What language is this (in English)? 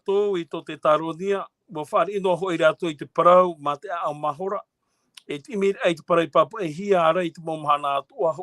Tahitian